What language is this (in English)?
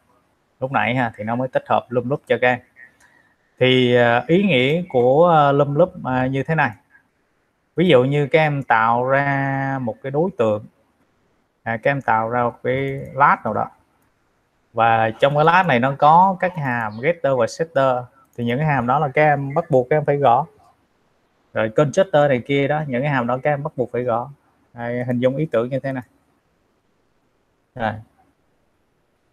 Vietnamese